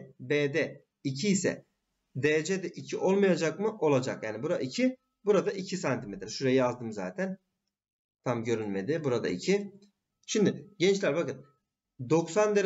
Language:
Turkish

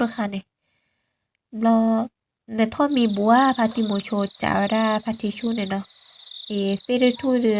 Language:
S'gaw Karen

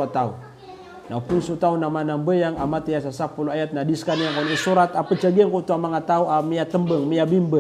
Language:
Maranao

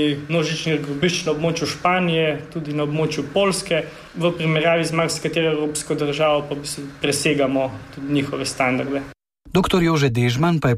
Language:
Slovenian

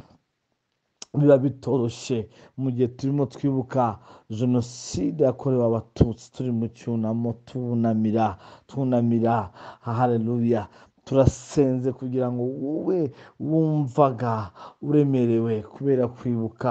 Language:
Kinyarwanda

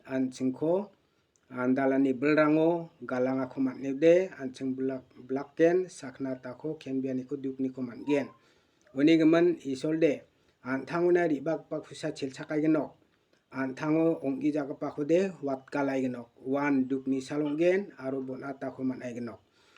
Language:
Garo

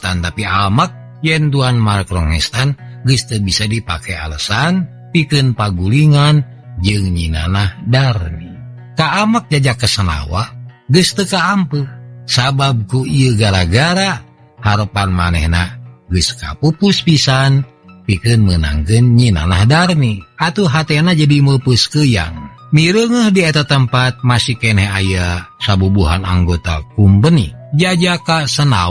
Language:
Sundanese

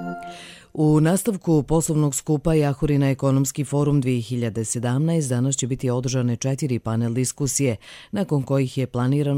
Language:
Serbian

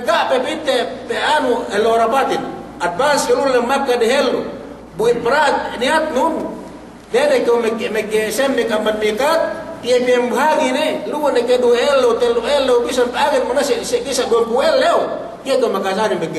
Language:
Yakan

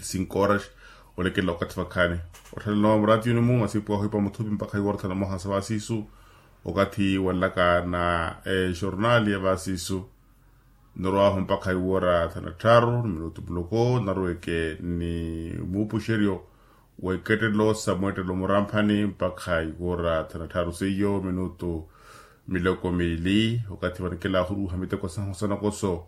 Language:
Makhuwa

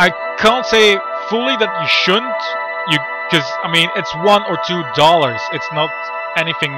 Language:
English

